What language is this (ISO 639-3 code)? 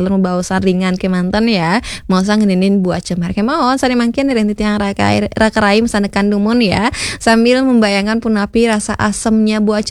ban